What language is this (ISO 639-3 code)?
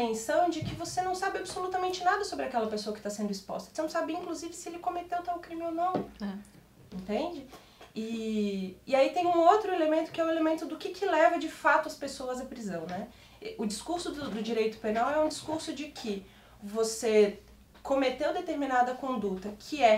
por